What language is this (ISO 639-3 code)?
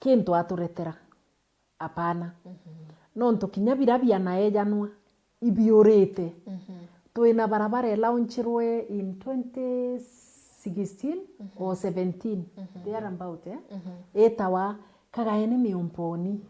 mer